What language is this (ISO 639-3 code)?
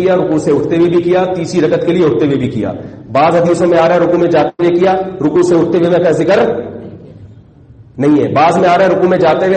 urd